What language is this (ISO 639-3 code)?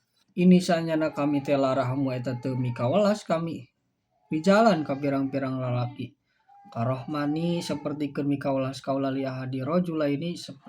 sun